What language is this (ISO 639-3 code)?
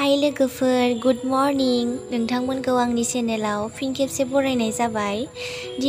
brx